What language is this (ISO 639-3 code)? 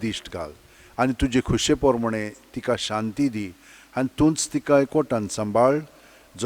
kok